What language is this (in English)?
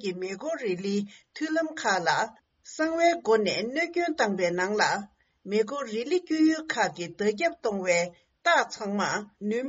Tibetan